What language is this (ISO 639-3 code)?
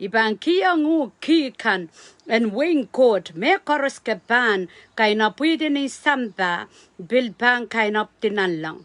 pon